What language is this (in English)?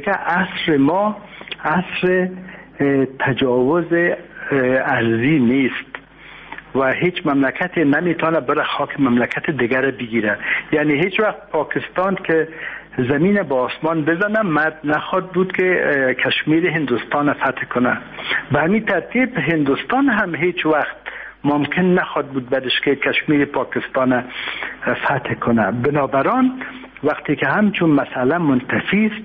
Persian